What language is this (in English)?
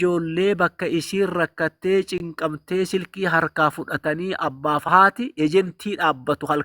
Oromo